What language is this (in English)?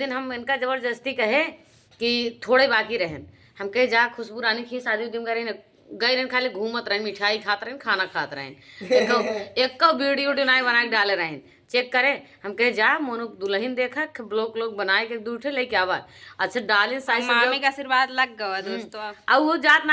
Awadhi